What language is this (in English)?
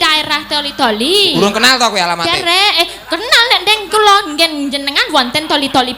Javanese